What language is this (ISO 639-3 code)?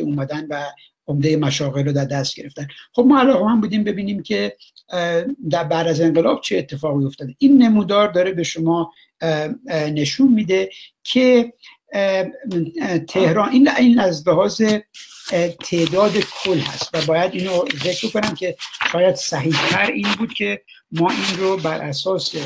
fas